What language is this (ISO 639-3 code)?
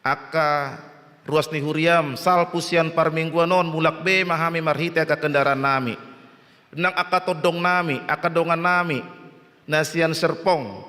bbc